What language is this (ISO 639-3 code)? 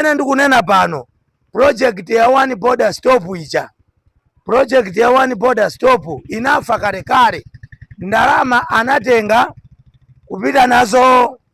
nya